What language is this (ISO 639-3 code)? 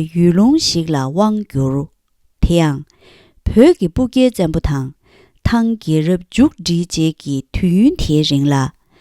bod